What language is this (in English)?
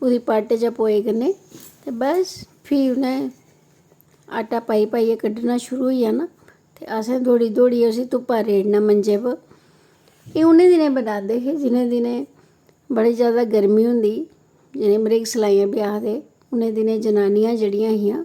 Dogri